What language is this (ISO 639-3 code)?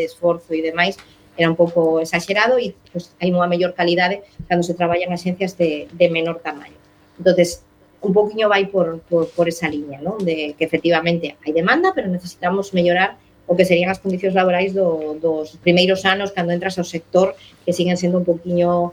glg